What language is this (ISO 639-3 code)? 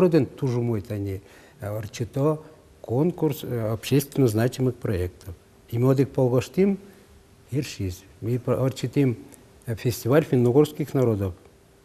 udm